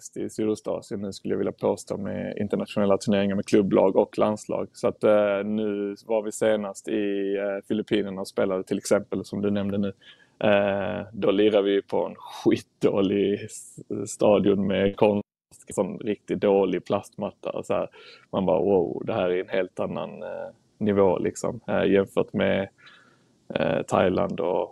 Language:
Swedish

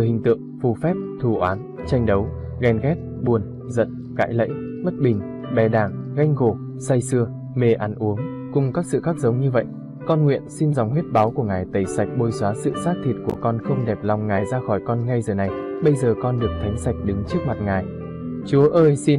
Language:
Vietnamese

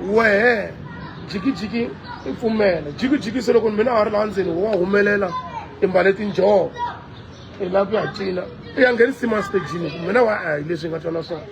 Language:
Tsonga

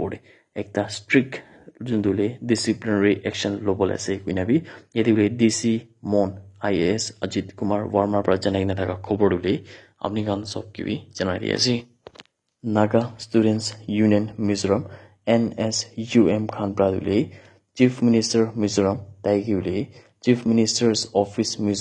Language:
Naga Pidgin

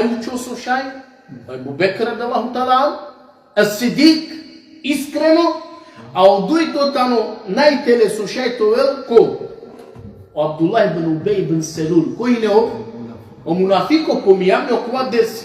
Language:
Balkan Romani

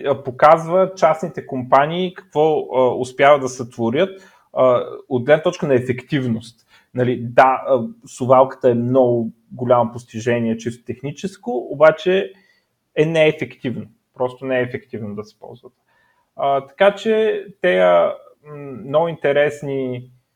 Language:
Bulgarian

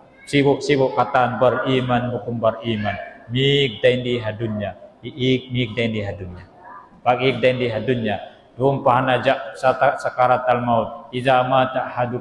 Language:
Tausug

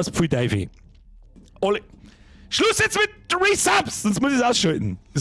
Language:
Bavarian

